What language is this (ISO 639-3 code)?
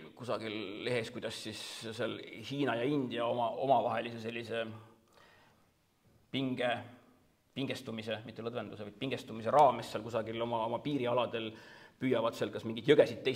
est